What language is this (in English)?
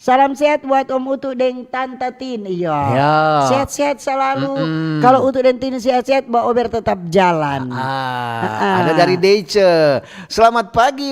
Manado Malay